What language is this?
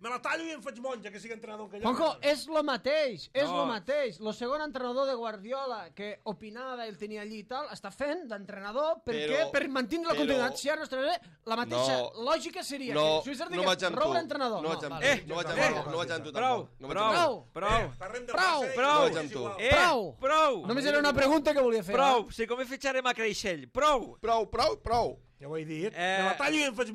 Catalan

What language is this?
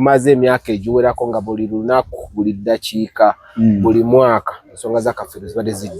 Ganda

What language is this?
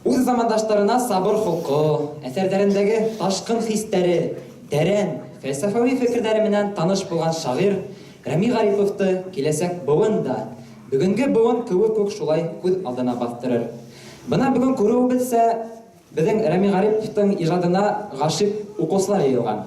Bashkir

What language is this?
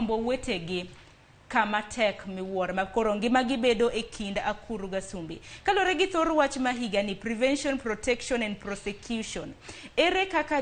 Luo (Kenya and Tanzania)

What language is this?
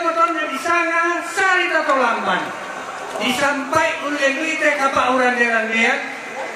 Toraja-Sa'dan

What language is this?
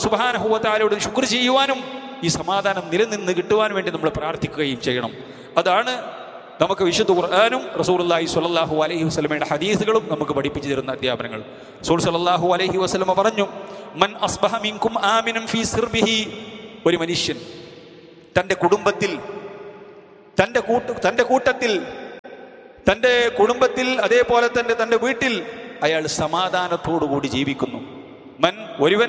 Malayalam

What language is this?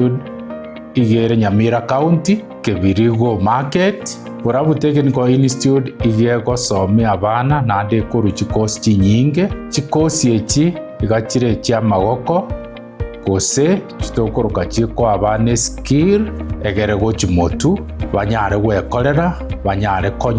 Gusii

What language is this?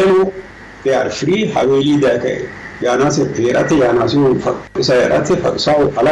Sidamo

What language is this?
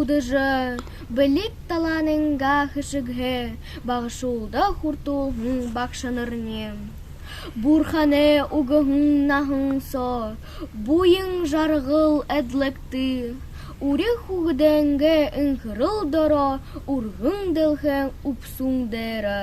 Buriat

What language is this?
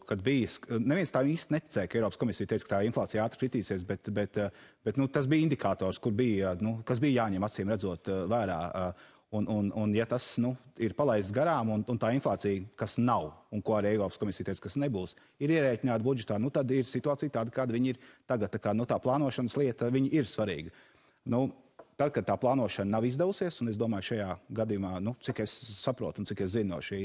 Latvian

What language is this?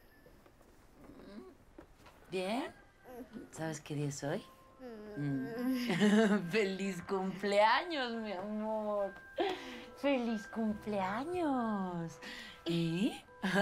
Spanish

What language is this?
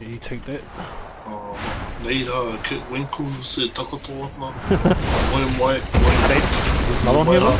Māori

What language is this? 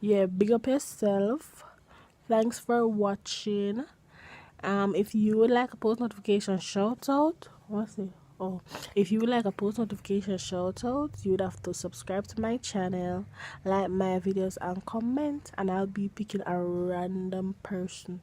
Jamaican Creole English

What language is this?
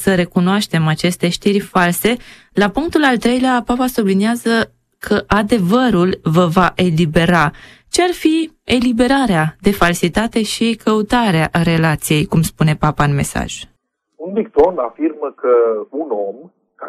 Romanian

